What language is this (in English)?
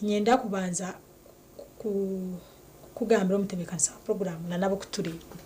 Nyankole